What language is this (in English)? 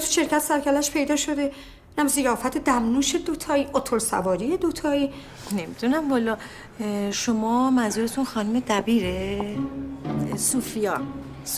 Persian